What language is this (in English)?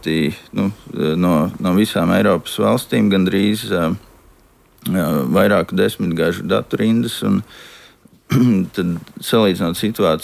Latvian